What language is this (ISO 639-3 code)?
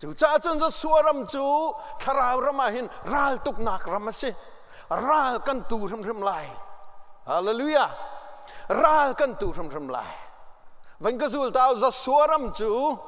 cnh